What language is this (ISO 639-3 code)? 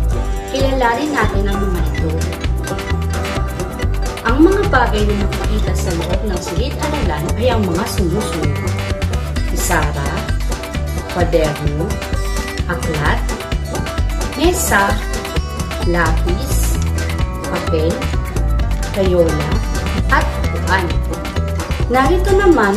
fil